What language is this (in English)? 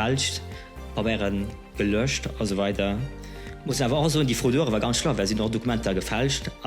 Luxembourgish